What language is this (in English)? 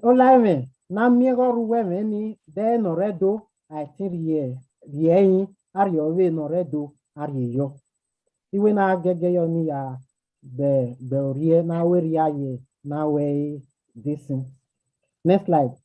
Bini